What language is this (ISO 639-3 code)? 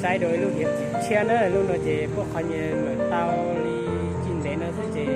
hmn